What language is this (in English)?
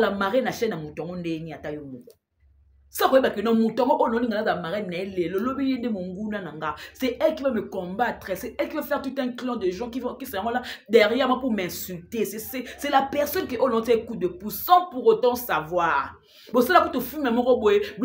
Lingala